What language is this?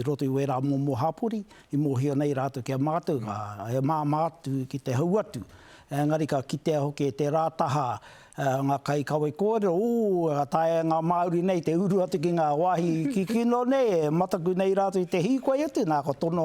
Māori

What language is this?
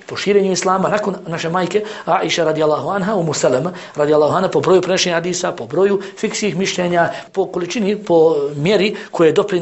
Bosnian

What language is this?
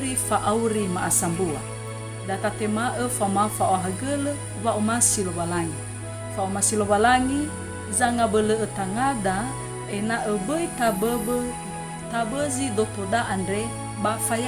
Nias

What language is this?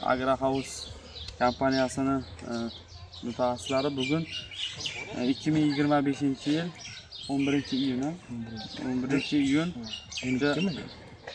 Uzbek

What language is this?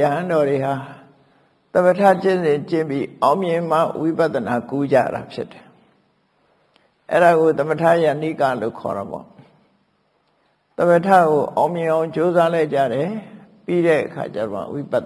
Burmese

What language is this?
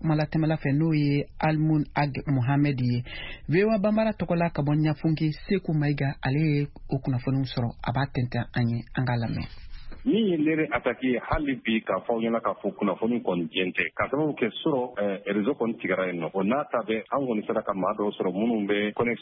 Bambara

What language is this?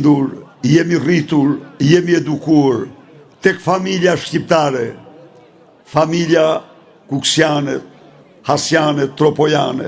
Albanian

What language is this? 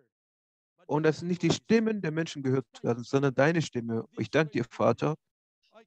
German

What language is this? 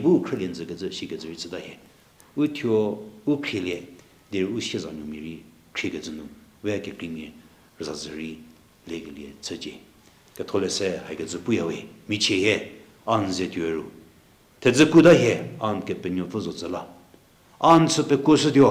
Angami Naga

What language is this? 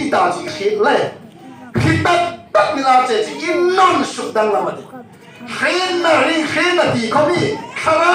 Hmar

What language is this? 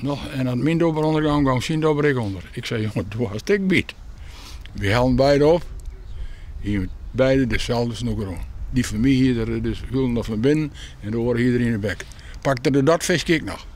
Western Frisian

